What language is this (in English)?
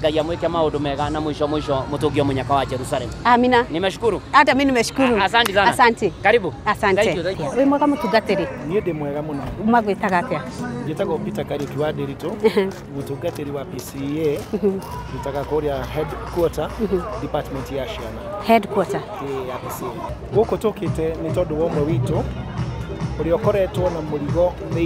Kikuyu